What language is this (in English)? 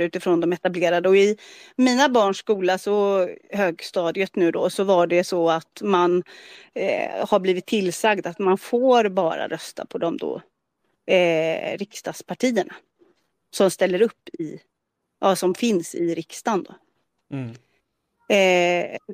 Swedish